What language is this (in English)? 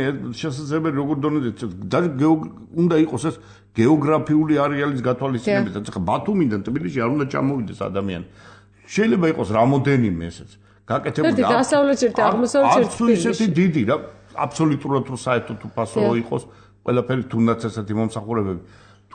Georgian